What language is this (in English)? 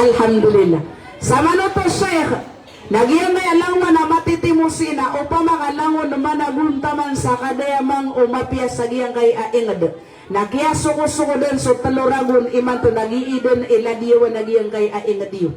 Maranao